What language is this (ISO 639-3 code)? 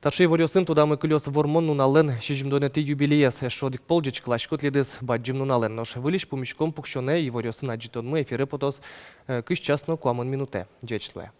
udm